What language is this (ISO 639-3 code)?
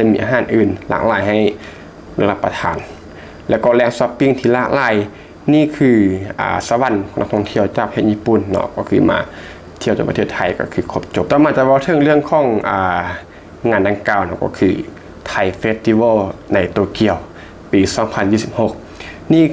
lao